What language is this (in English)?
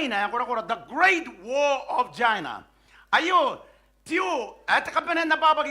Gilbertese